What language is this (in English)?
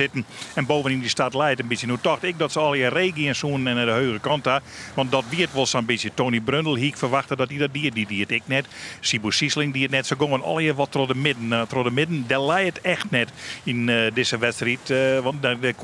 Western Frisian